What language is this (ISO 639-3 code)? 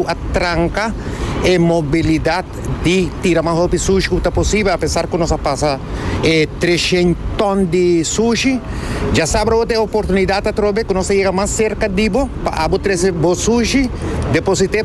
pap